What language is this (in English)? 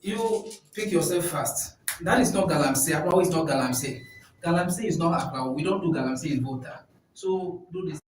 Ewe